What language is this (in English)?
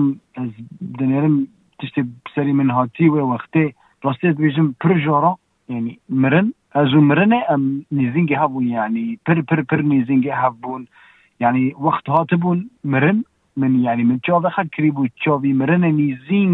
Kurdish